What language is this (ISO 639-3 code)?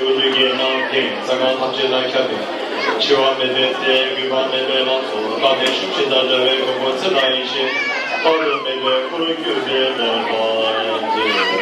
bod